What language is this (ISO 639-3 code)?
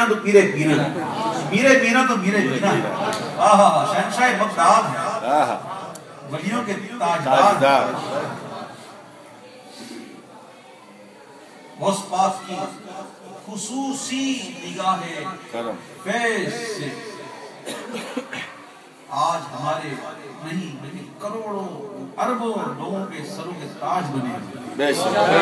urd